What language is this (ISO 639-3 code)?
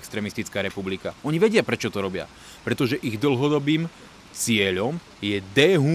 slk